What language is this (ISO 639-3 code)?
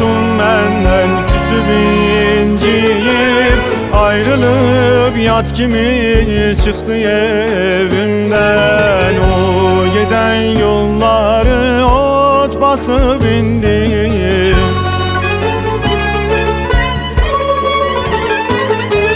tur